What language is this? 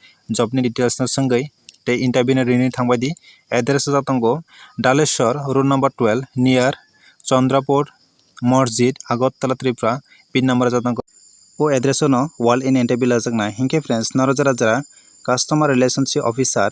Kok Borok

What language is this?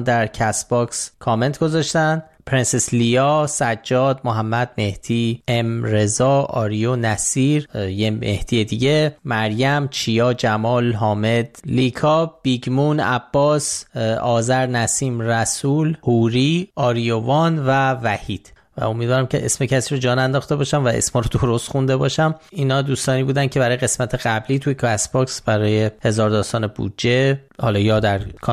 Persian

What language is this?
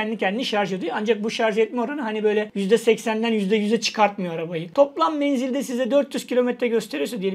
Turkish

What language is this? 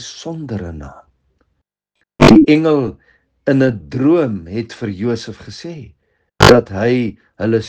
Afrikaans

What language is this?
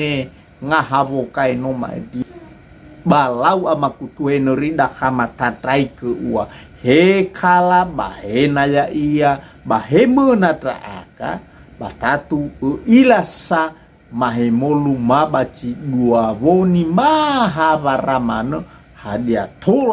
Nias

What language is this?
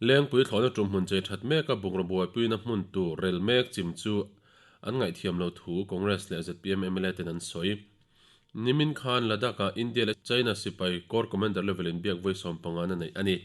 Mizo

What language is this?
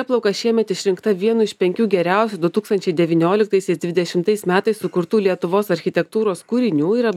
Lithuanian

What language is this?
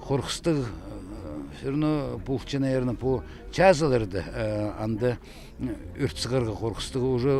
Khakas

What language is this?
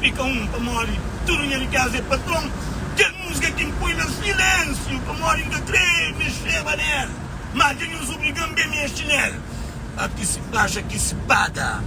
Kabuverdianu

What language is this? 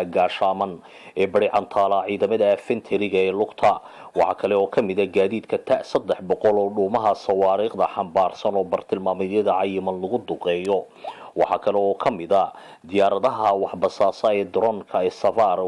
Somali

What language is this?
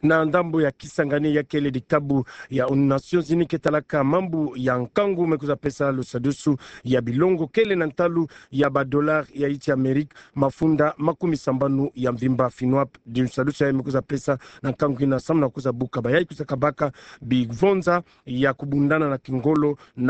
Kituba (Democratic Republic of Congo)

